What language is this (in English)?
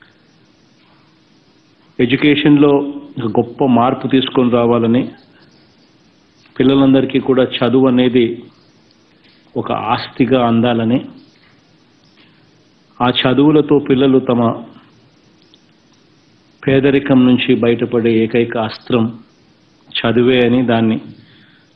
Telugu